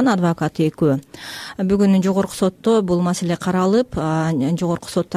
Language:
Kyrgyz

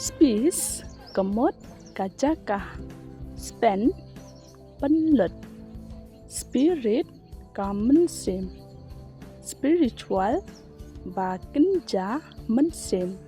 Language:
Khasi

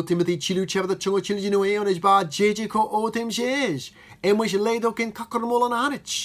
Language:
Marshallese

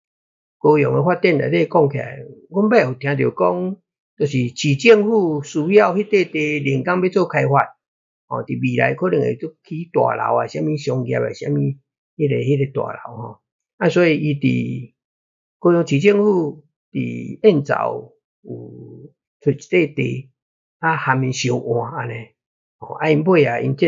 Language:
Min Nan Chinese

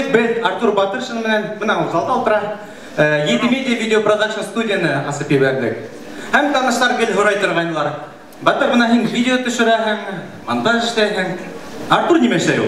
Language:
Bashkir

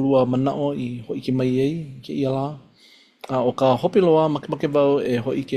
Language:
Hawaiian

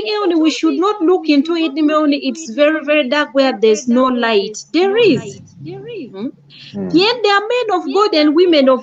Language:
Acoli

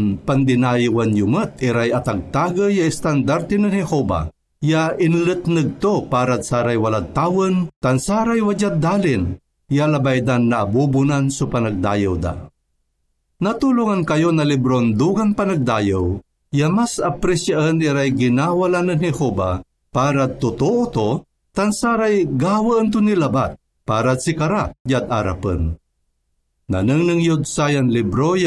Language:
Pangasinan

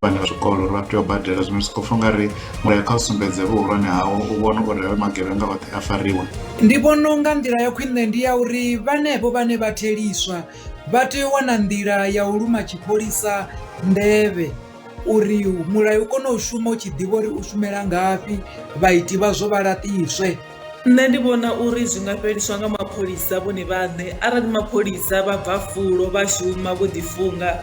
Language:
Venda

